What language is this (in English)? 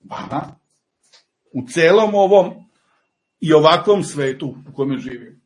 Serbian